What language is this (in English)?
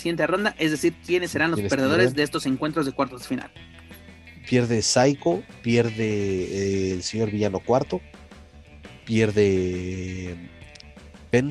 Spanish